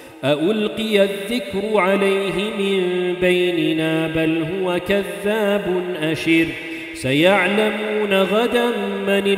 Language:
Arabic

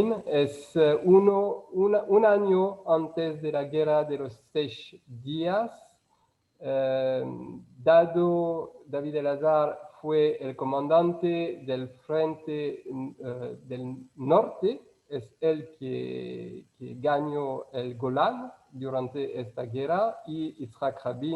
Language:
Ladino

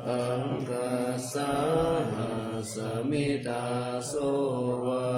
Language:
Pali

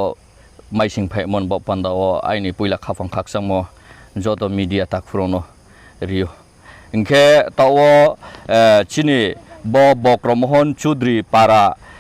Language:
Kok Borok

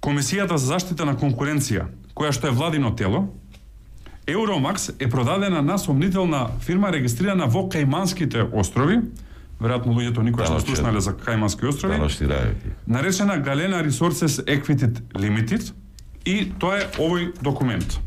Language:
Macedonian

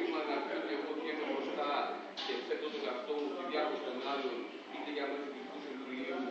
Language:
Greek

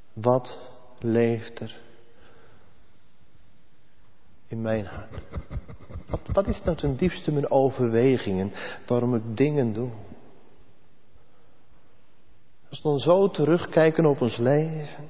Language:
Dutch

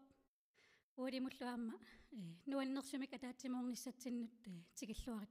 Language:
Kalaallisut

